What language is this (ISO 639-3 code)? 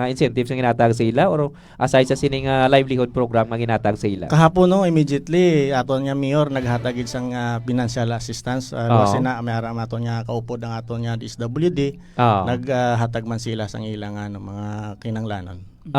hil